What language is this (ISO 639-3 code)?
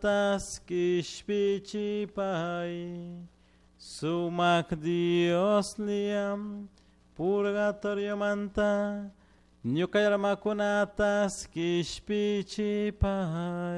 qug